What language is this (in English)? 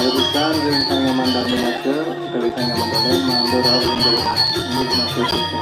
Balinese